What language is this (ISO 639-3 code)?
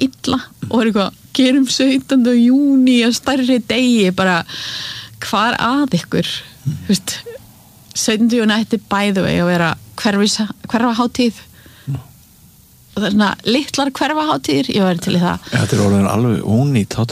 isl